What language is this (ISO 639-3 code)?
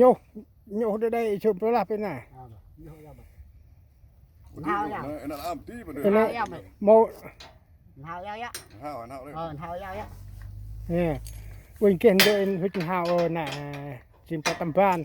cmo